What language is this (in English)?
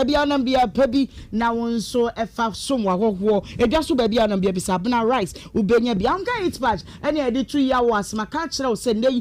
Akan